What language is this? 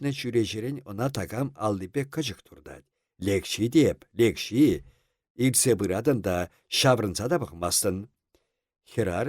Chuvash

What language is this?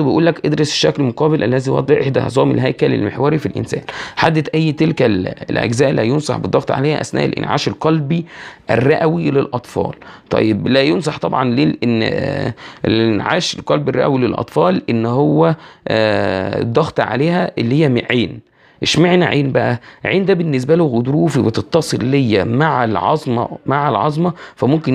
Egyptian Arabic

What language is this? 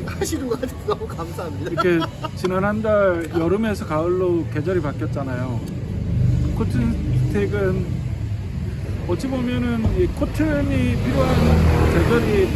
Korean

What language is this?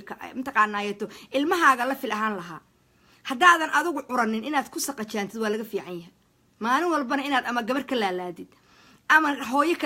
Somali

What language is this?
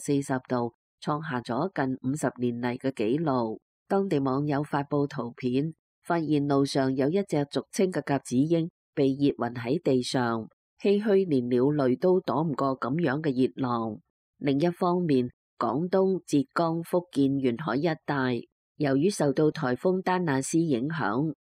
Cantonese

